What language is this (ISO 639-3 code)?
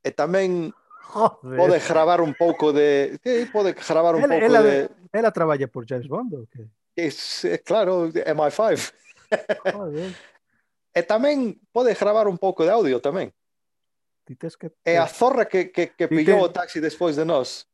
glg